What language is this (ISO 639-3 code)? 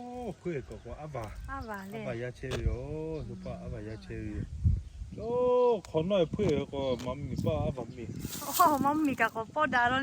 lhu